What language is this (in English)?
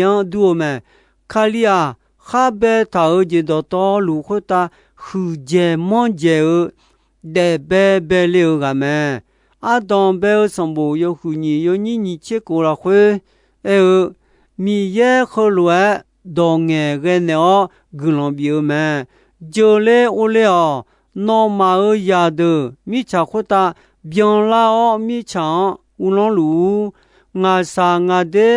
Akha